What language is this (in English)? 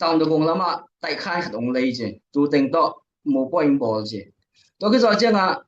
Tedim Chin